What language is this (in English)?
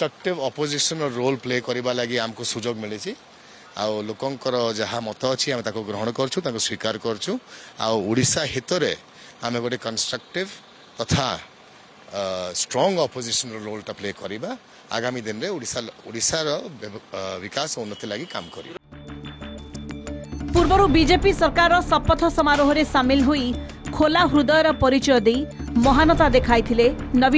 Odia